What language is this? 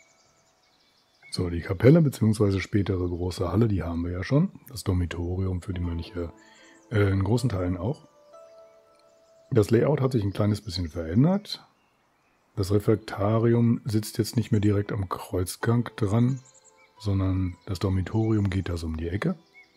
German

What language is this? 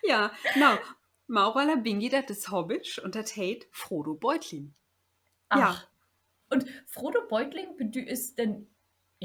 Low German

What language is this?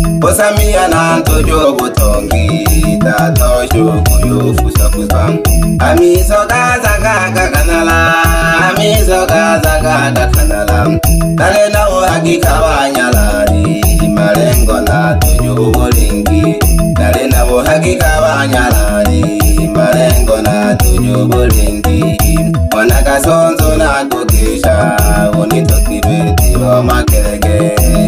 Swahili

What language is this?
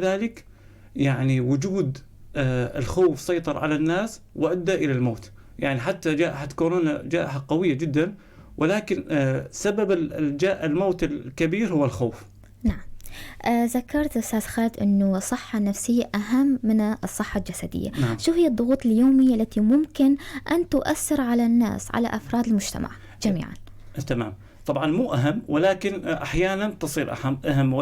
North Levantine Arabic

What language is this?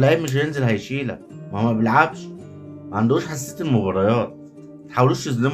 Egyptian Arabic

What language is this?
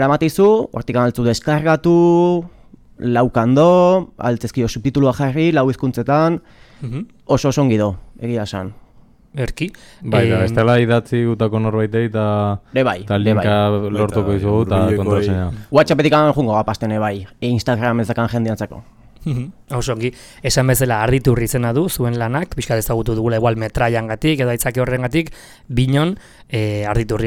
Basque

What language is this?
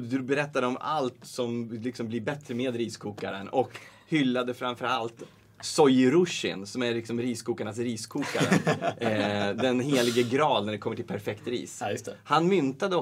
Swedish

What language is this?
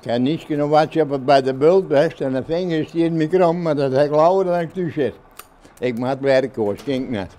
Western Frisian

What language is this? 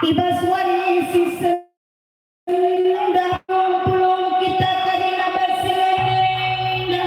Batak Karo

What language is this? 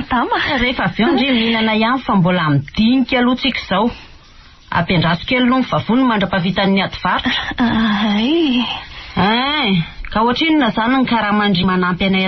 Malagasy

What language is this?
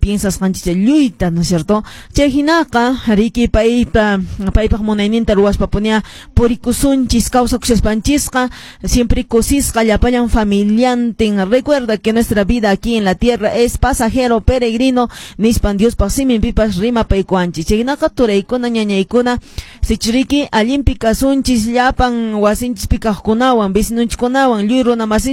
Quechua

